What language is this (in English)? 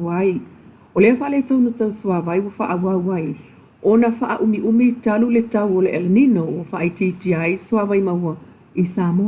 Samoan